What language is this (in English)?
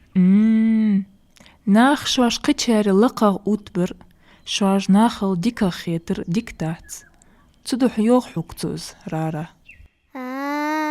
Ingush